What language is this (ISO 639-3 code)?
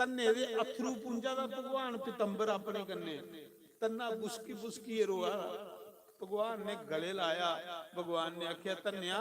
doi